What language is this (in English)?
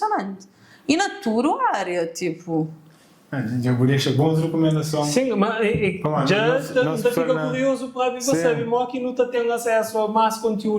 Kabuverdianu